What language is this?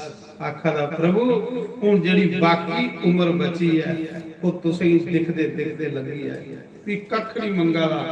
Dogri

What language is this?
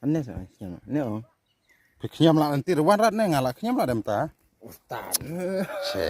Khasi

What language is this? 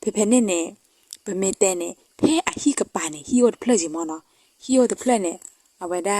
S'gaw Karen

